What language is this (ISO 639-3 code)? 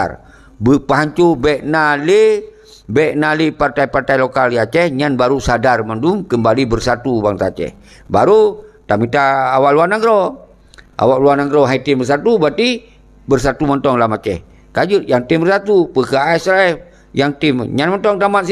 ace